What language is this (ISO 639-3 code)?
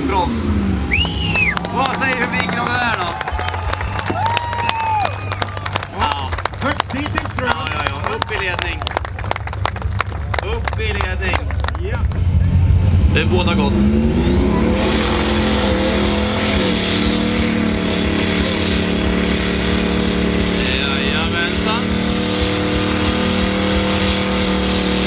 swe